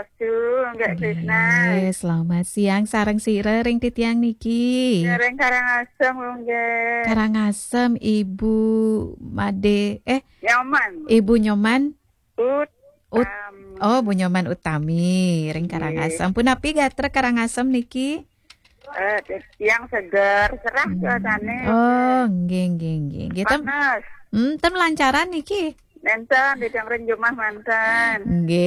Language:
Balinese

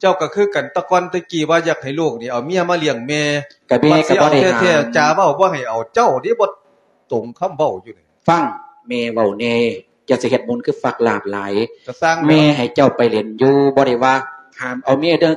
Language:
Lao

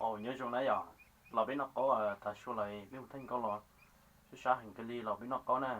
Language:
Hmong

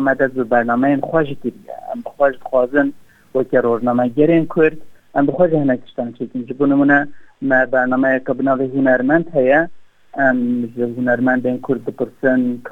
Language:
Kurdish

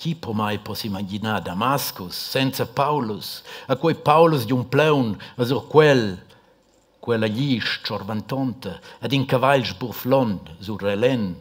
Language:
Romansh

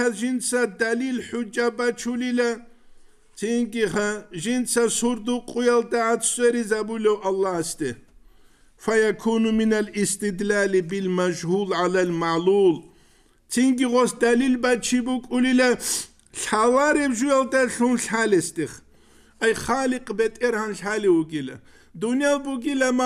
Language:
Avaric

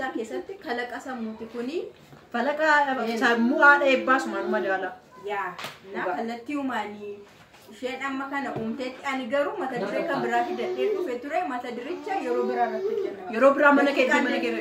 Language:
Oromo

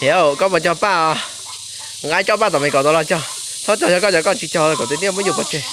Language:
Hmong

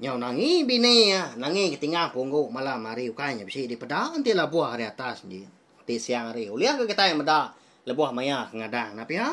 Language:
Iban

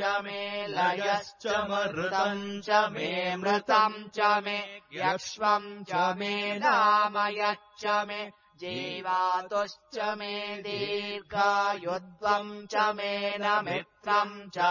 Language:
Sanskrit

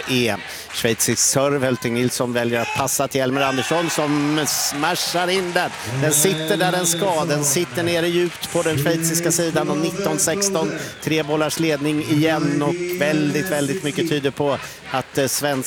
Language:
Swedish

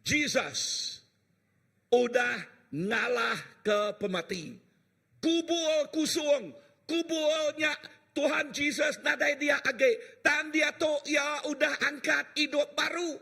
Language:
Iban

